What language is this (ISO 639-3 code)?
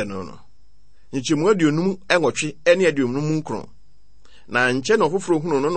aka